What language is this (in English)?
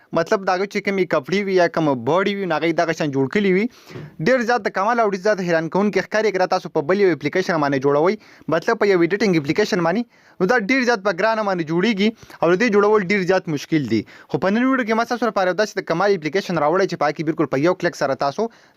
Pashto